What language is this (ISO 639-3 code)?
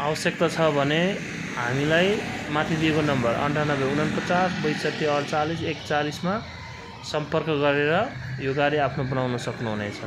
nep